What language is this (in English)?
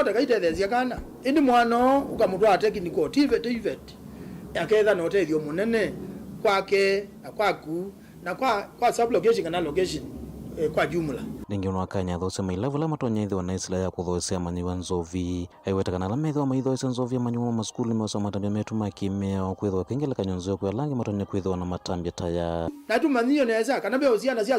Kamba